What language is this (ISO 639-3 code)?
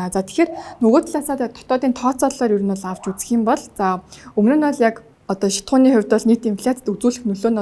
mon